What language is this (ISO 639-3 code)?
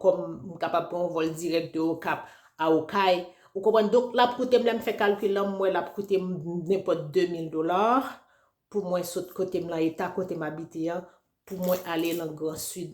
hat